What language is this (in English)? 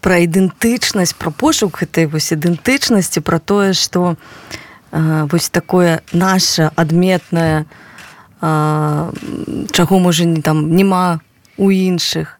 Belarusian